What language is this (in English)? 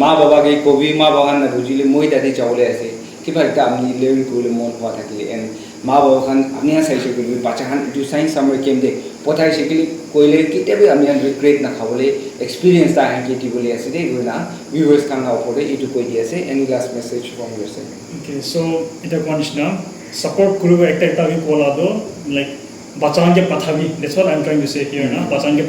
Naga Pidgin